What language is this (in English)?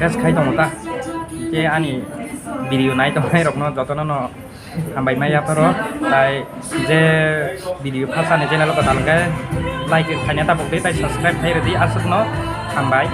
Kok Borok